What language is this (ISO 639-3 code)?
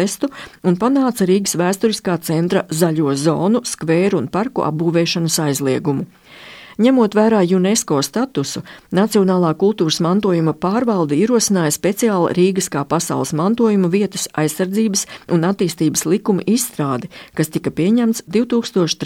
lav